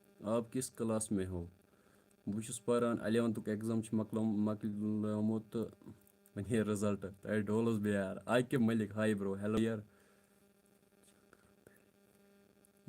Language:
Kashmiri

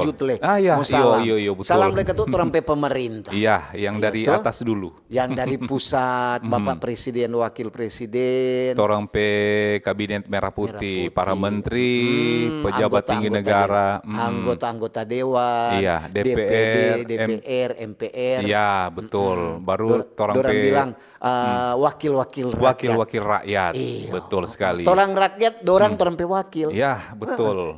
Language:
Manado Malay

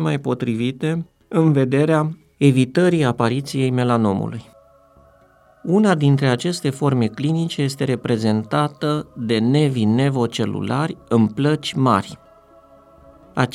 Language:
Romanian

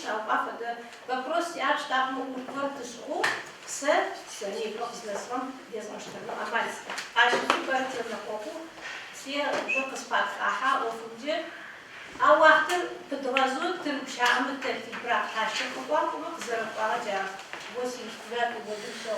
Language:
Adyghe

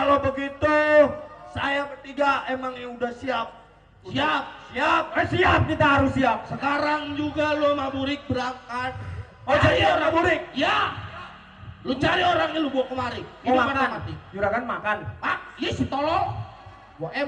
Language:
Betawi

